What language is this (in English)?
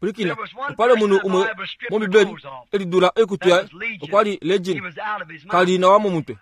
Kuanyama